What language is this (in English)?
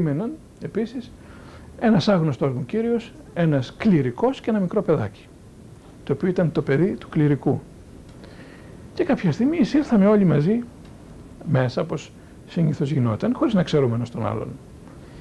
Greek